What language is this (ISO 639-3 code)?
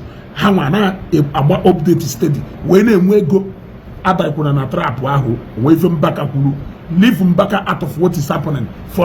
ibo